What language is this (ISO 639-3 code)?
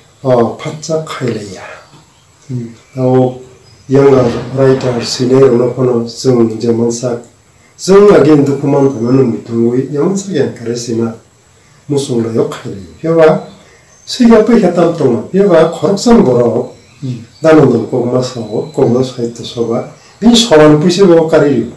trp